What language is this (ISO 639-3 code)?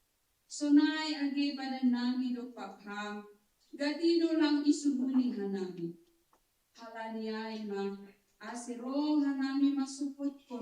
bts